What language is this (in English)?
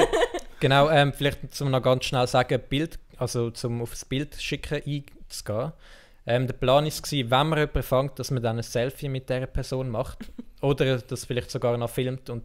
Swiss German